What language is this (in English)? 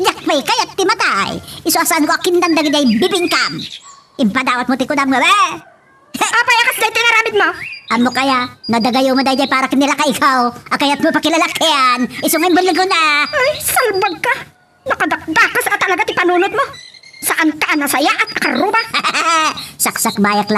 Iloko